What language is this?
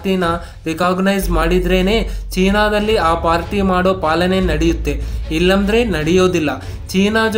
Kannada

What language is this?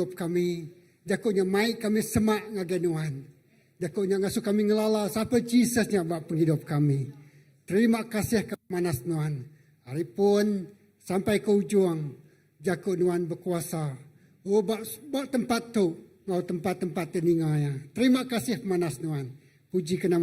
Iban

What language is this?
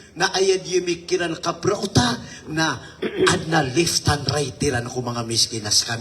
Maranao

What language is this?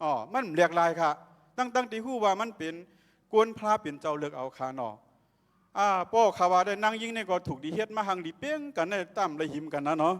Shan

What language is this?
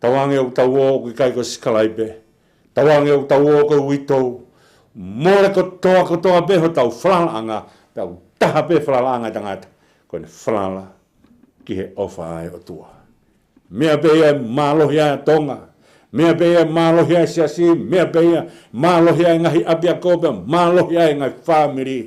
Tongan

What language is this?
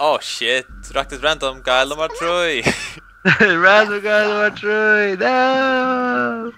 Faroese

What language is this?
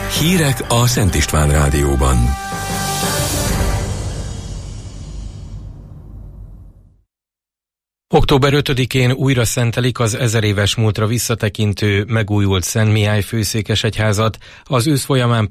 Hungarian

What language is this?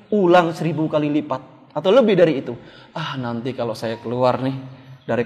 Indonesian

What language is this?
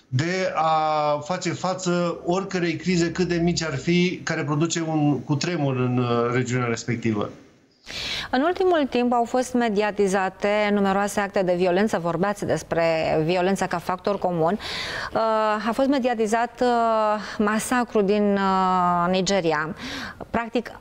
Romanian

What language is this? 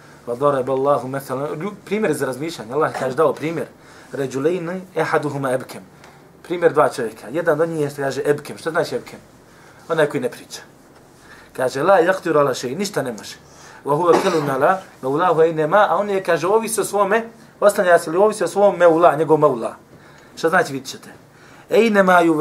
Bosnian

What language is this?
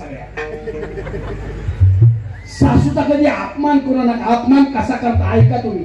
Marathi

